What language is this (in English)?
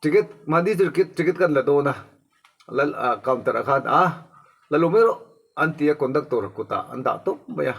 Mizo